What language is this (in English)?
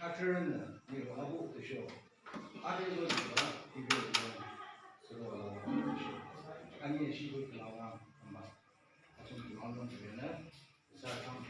Yimchungru Naga